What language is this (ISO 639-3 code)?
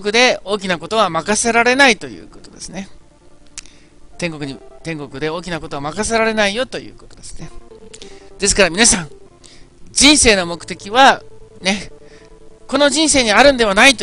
jpn